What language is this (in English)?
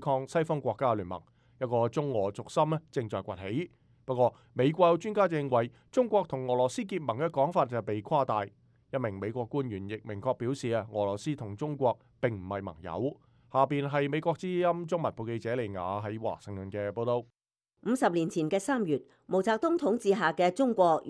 Cantonese